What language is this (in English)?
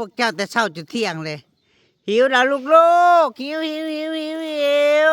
Northeastern Thai